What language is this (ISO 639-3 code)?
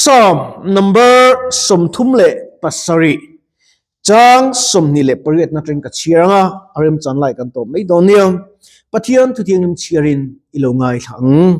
lus